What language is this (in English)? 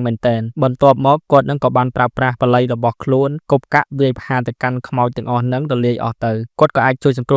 Khmer